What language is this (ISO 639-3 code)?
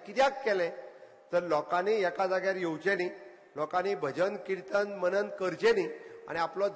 kok